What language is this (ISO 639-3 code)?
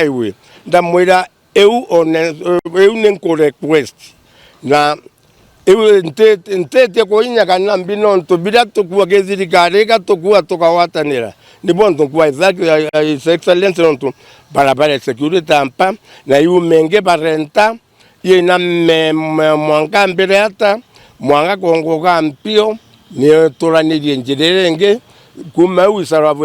mer